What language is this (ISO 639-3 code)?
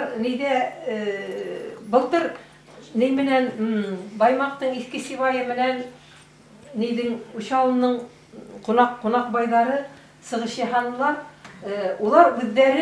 bak